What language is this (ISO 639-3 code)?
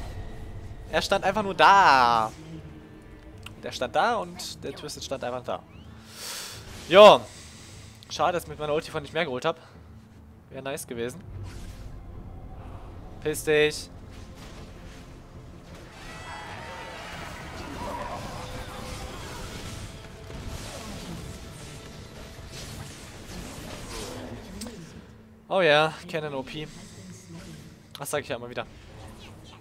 deu